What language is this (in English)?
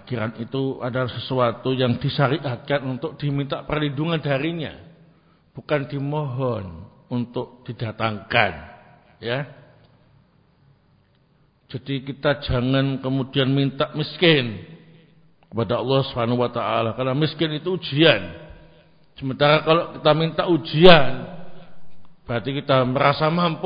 Indonesian